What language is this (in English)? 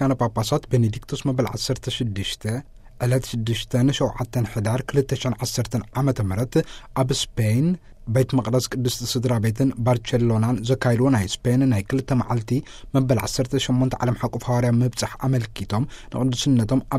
Tigrinya